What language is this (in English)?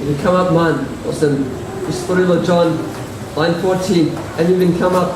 Tok Pisin